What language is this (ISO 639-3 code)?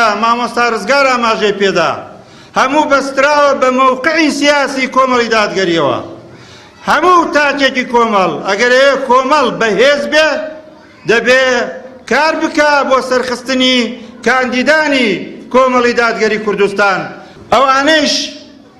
ckb